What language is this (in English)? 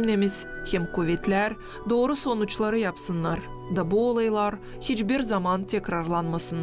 Gagauz